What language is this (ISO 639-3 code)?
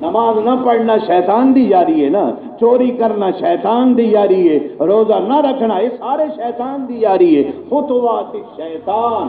skr